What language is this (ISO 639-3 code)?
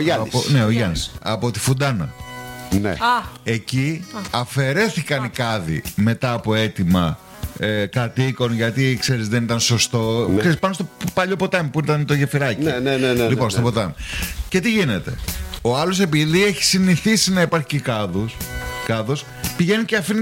ell